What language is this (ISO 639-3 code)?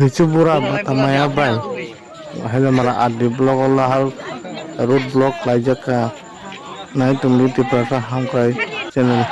trp